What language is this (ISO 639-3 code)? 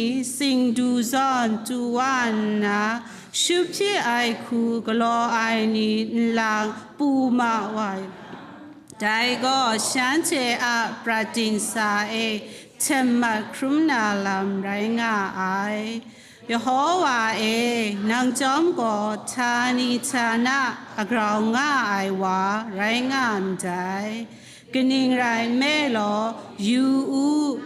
kac